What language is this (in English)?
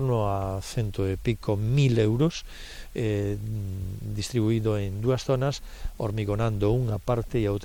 Galician